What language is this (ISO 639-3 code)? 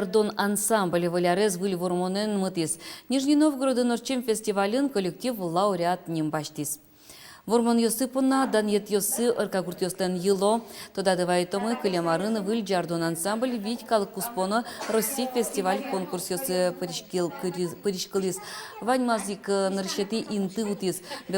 udm